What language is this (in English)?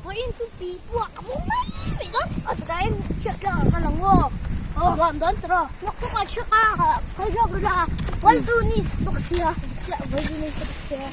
Mizo